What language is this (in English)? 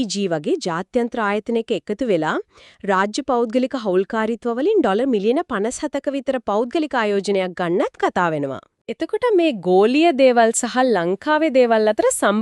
Sinhala